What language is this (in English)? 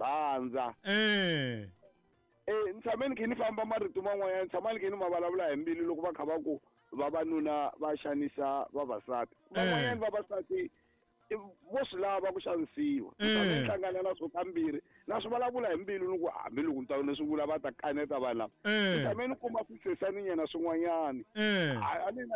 Tsonga